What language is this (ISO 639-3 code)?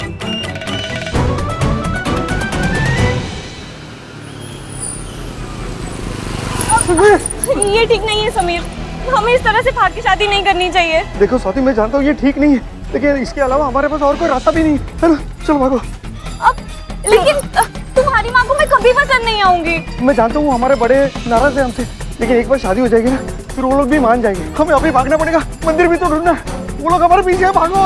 hin